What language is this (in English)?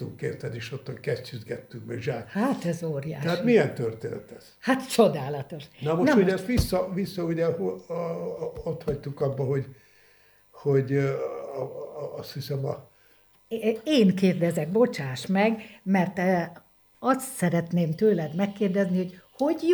Hungarian